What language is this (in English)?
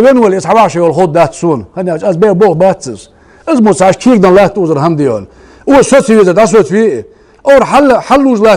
Ingush